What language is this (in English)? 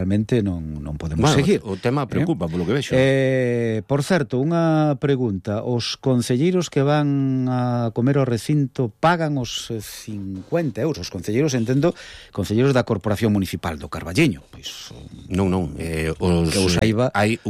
Galician